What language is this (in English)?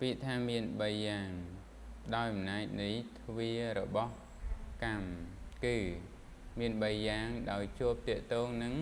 Khmer